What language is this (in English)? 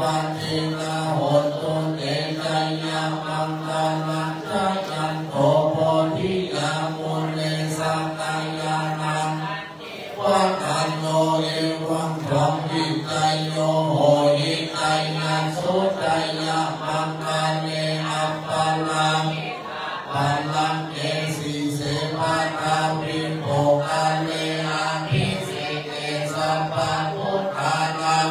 Pali